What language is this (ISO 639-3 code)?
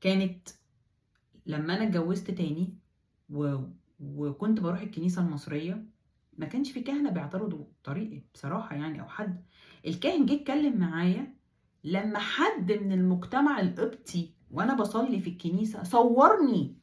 arz